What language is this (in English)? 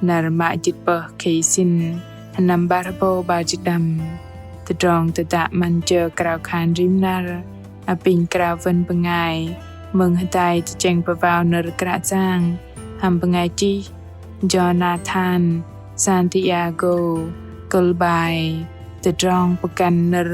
Bahnar